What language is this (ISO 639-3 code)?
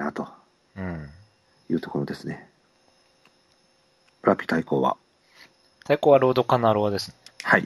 jpn